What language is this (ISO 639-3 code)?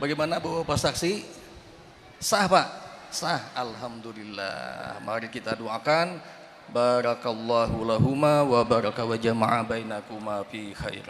bjn